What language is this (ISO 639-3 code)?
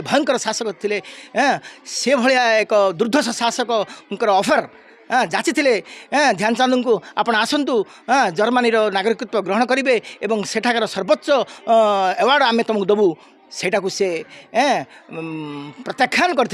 ori